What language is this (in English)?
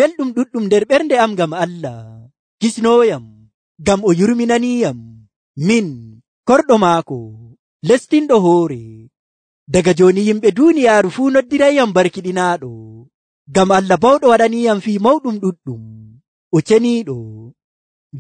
Nigerian Fulfulde